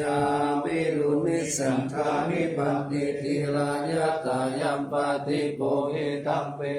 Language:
Pali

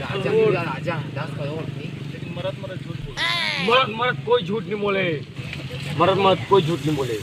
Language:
Chhattisgarhi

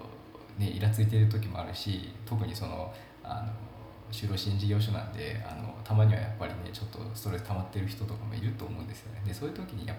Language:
Japanese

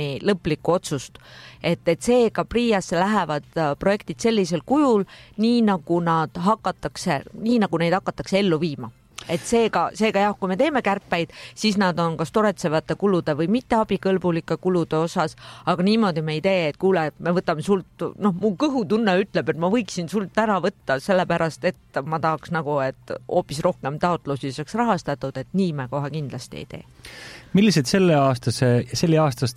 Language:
Estonian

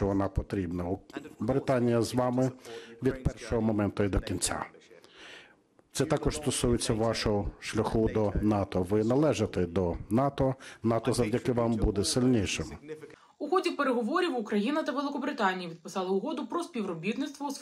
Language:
Ukrainian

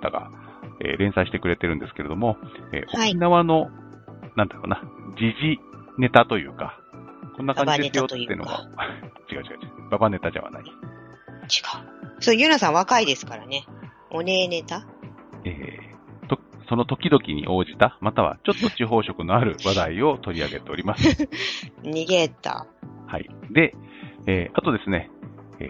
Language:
Japanese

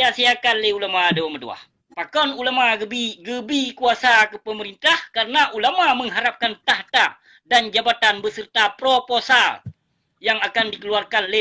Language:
Achinese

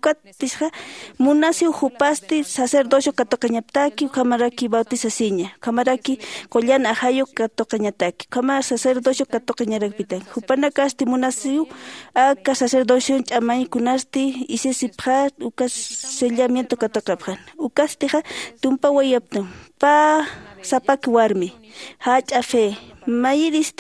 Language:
Aymara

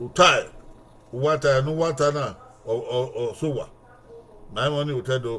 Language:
Bini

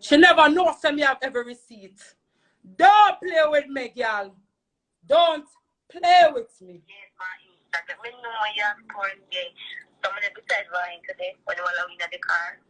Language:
Jamaican Creole English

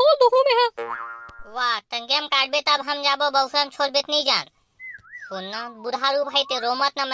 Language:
Chhattisgarhi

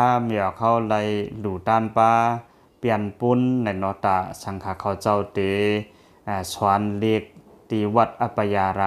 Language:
Shan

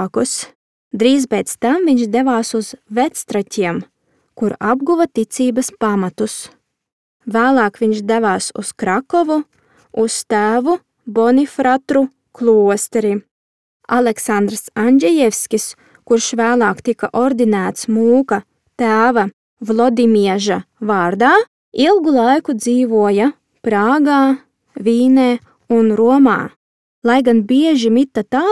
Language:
Latvian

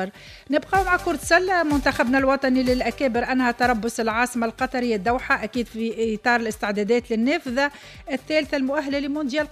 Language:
Tunisian Arabic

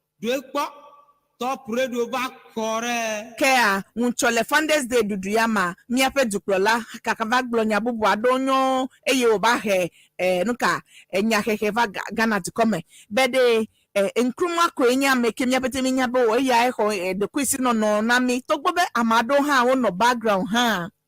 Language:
Ewe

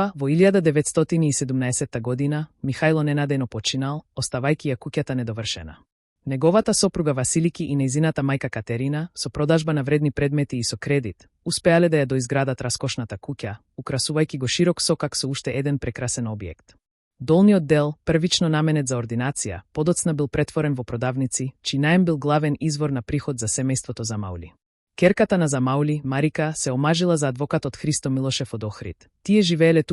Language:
Macedonian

